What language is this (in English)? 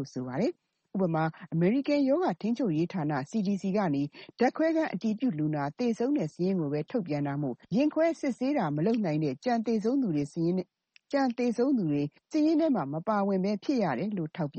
Burmese